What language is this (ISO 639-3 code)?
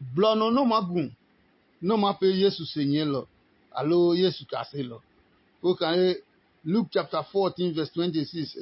ada